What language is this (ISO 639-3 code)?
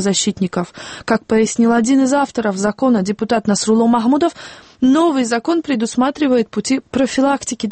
rus